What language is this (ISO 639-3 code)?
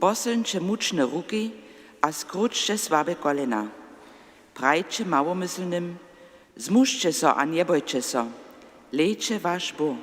hsb